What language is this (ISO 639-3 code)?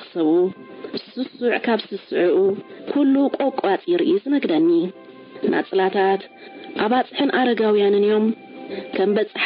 tir